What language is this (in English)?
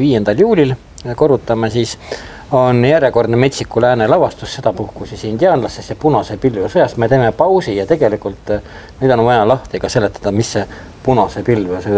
Estonian